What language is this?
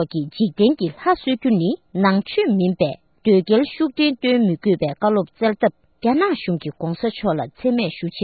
Tibetan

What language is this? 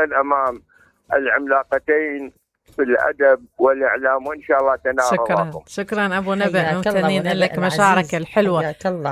Mesopotamian Arabic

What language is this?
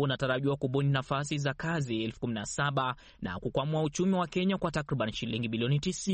Swahili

